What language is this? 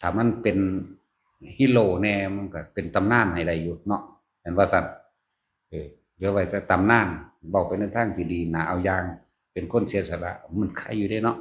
Northeastern Thai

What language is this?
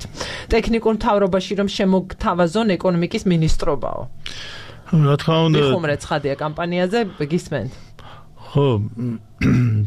Georgian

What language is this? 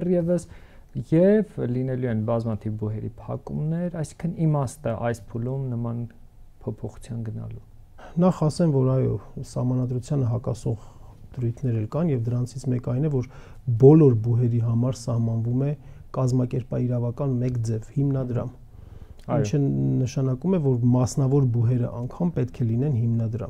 Armenian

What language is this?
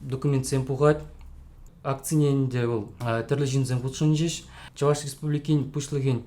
Chuvash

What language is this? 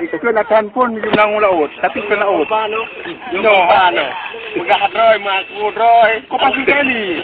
Achinese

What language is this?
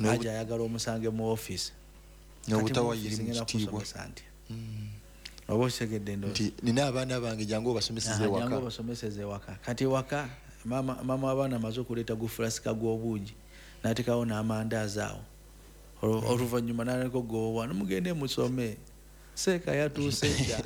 Ganda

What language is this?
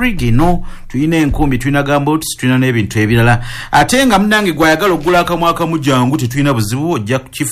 Ganda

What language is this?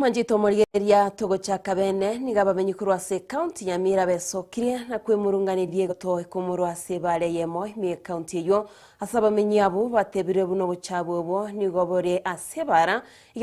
Gusii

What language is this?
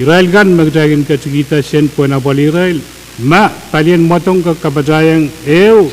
Pohnpeian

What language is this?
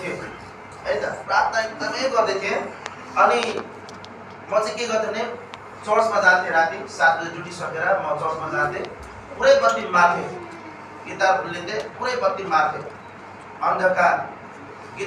Nepali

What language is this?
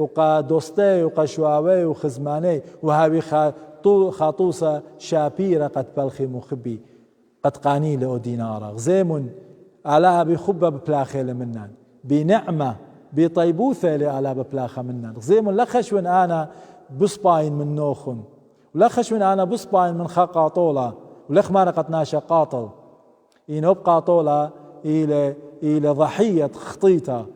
Assyrian Neo-Aramaic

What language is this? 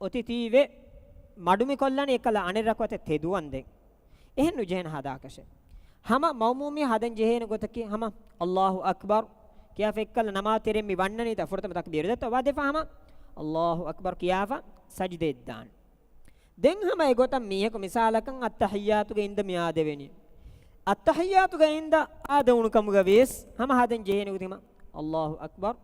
Divehi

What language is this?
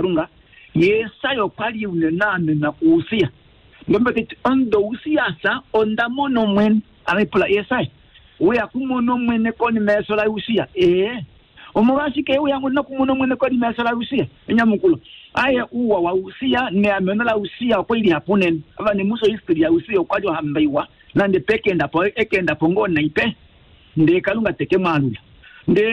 Kuanyama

